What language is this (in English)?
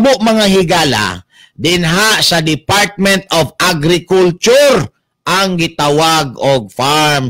Cebuano